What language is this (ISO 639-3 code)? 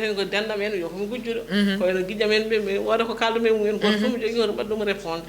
ful